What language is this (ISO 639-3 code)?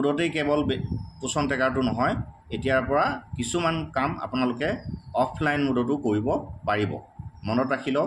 asm